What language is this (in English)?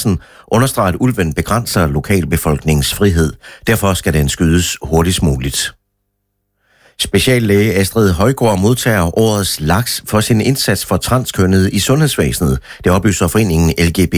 Danish